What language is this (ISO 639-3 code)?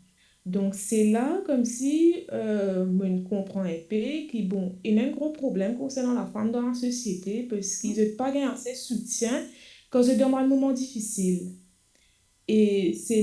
mfe